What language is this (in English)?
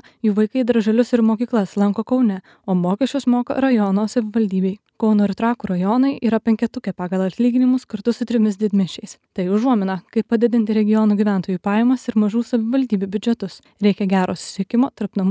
Lithuanian